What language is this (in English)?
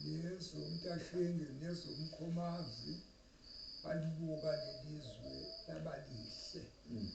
Zulu